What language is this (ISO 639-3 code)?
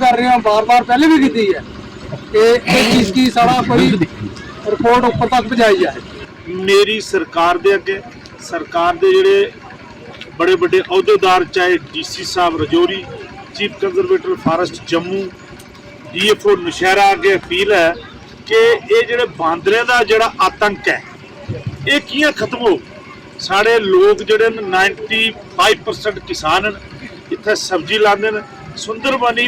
doi